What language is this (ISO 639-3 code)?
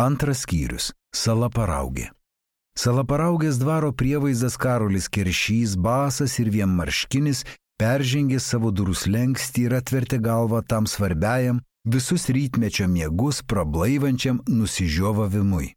lit